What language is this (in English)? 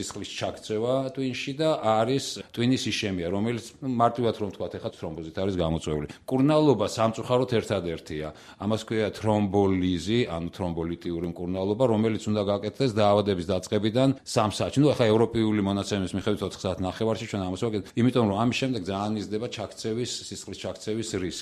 Georgian